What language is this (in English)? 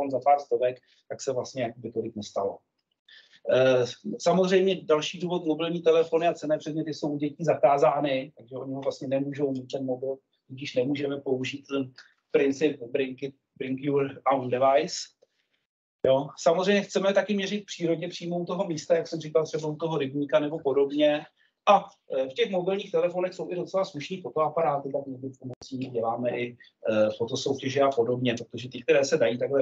Czech